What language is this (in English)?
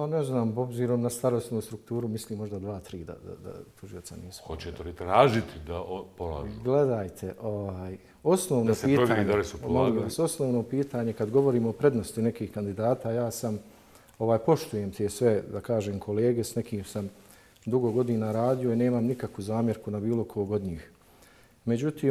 Bosnian